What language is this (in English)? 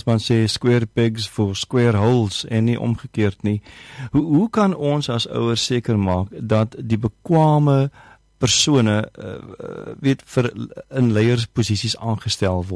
Afrikaans